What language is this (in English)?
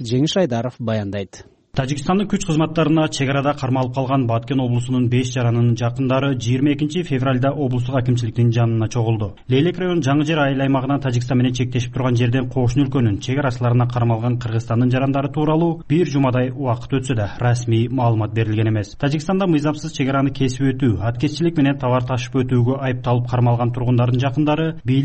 Kyrgyz